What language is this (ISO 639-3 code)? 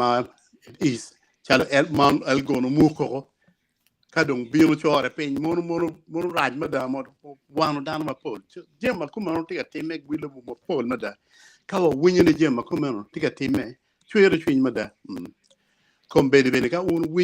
ach